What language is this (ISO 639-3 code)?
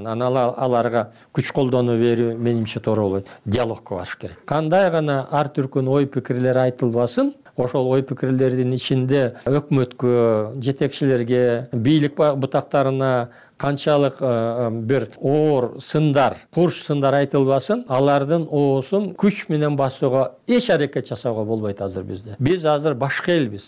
kir